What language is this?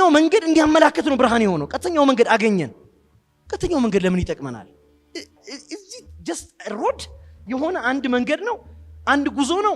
Amharic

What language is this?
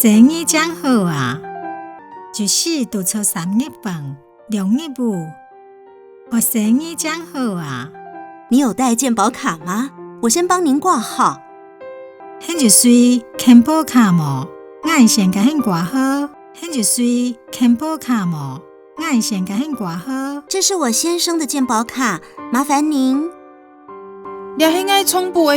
Hakka Chinese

